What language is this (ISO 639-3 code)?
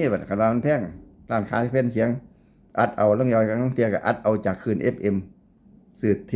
tts